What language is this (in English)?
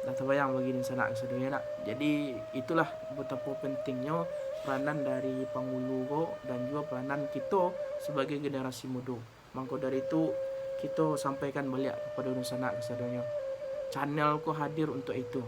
Minangkabau